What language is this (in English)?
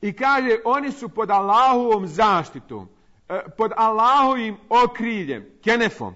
Bosnian